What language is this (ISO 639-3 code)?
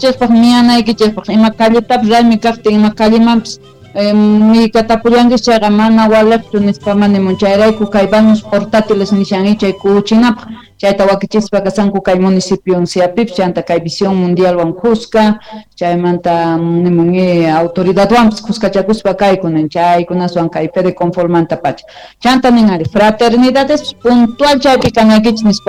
que